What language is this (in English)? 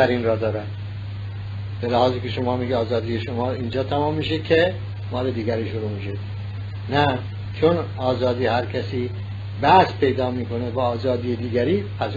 Persian